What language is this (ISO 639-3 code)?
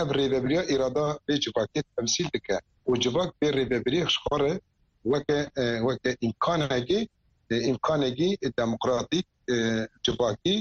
kur